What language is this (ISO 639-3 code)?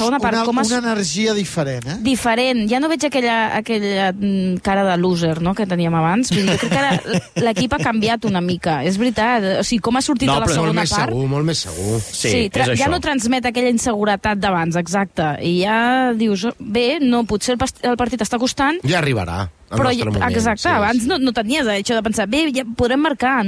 cat